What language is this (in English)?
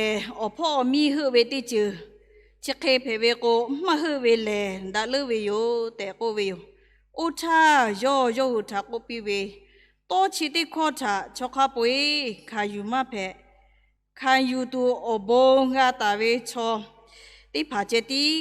Lahu